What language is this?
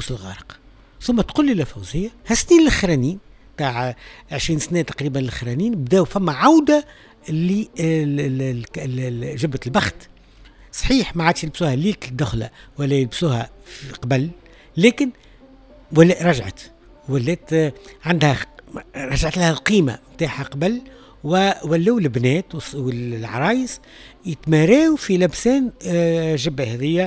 Tunisian Arabic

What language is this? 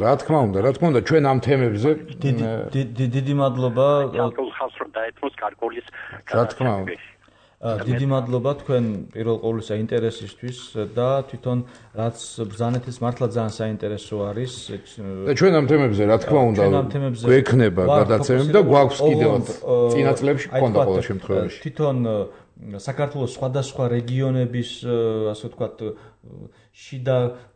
Georgian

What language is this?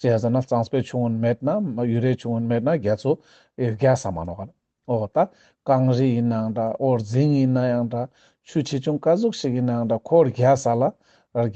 Ladakhi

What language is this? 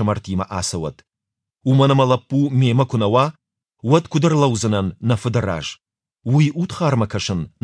Ossetic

